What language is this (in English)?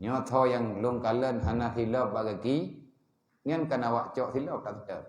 Achinese